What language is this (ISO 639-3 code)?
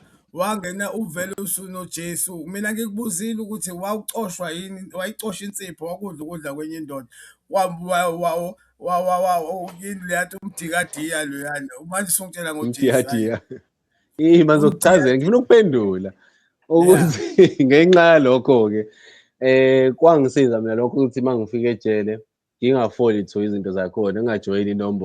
zul